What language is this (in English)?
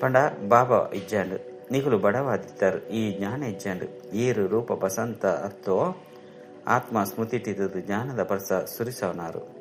Tulu